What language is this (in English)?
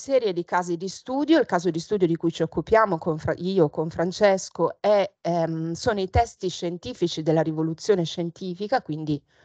Italian